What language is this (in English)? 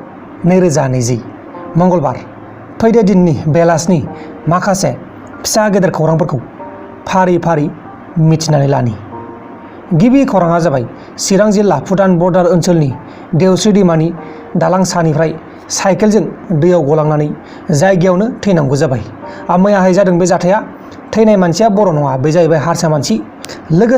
Bodo